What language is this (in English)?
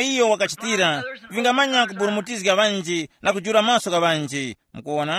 Tumbuka